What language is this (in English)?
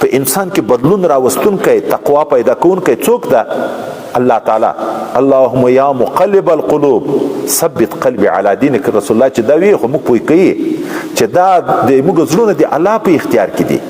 Pashto